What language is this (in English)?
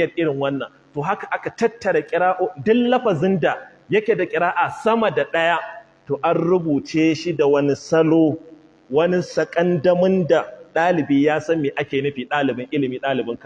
Hausa